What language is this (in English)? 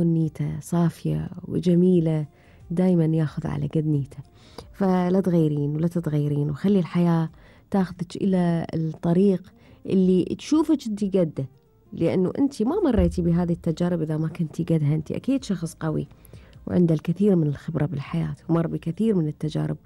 Gulf Arabic